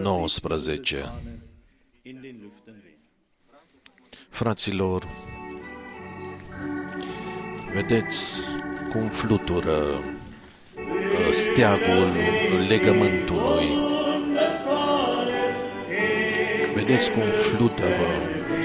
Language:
Romanian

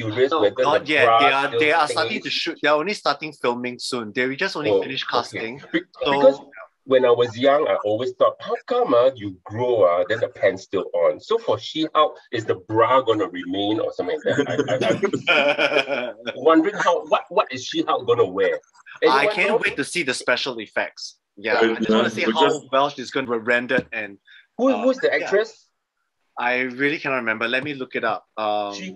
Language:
English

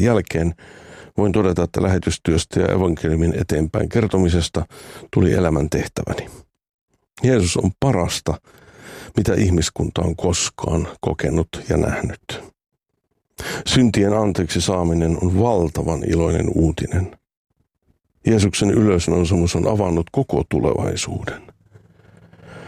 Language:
Finnish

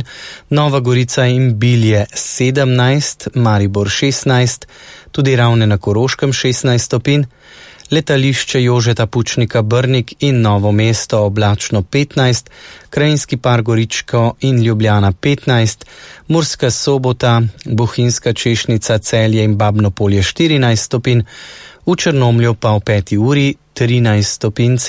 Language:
Slovenian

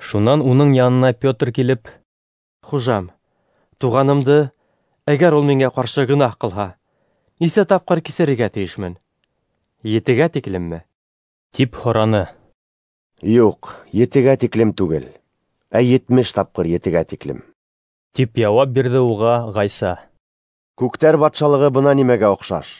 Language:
Bashkir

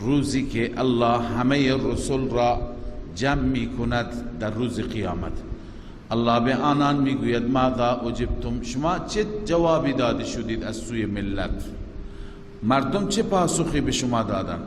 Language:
Persian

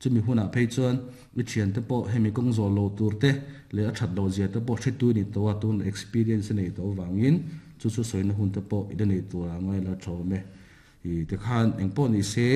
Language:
Mizo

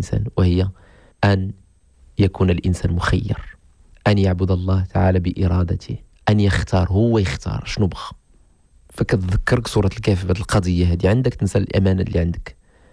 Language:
Moroccan Arabic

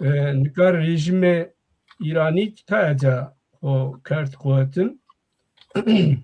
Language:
Zaza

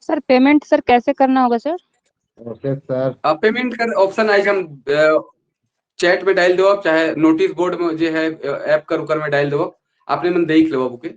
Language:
Sadri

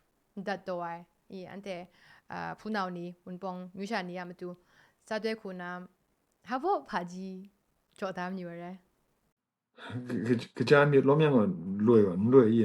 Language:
Kachin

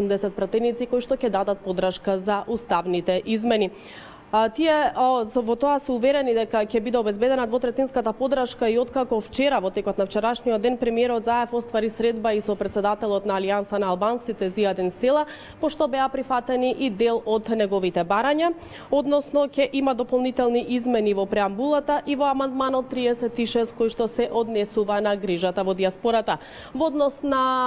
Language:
Macedonian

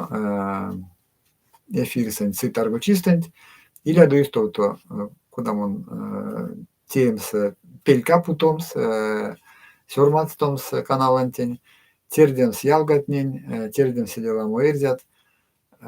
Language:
Erzya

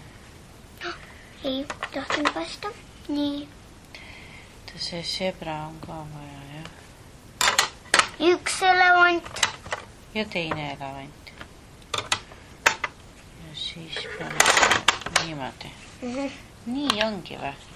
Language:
Estonian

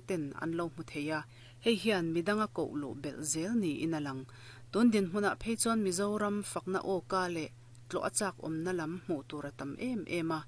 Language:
Mizo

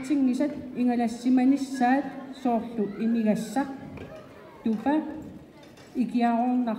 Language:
Kalaallisut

